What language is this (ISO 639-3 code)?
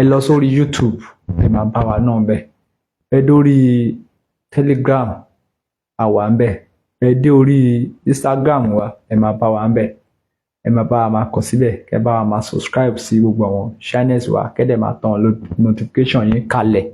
yor